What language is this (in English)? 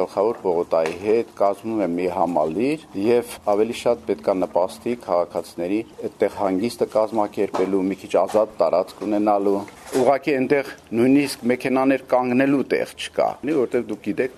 Armenian